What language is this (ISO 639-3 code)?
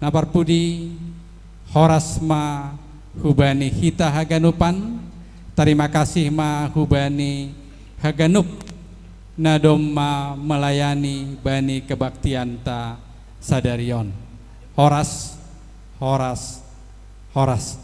bts